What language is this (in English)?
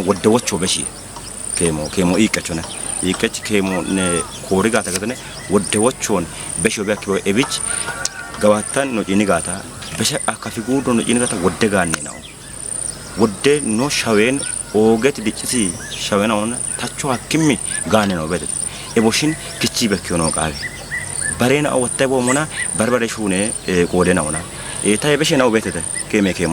Kafa